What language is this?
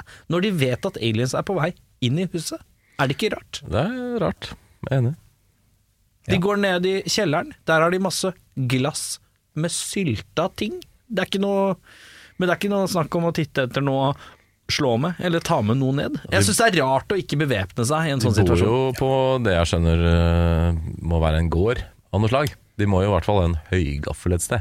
Norwegian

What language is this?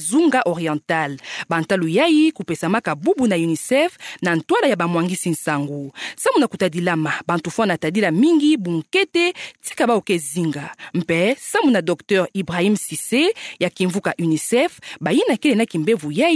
Kituba (Democratic Republic of Congo)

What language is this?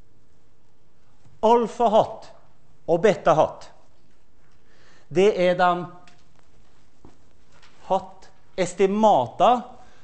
Norwegian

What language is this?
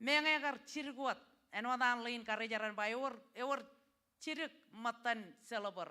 Marshallese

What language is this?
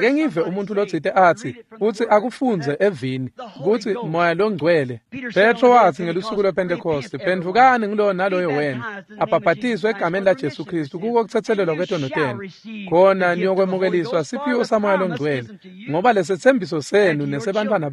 Swati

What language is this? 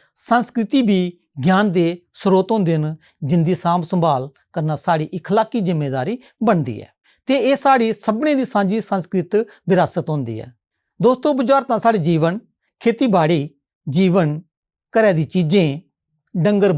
Dogri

